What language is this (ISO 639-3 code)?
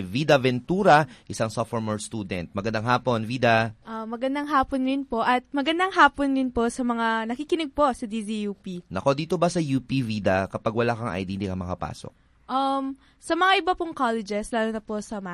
fil